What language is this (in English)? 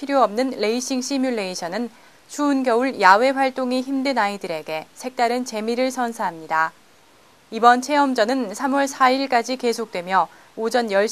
Korean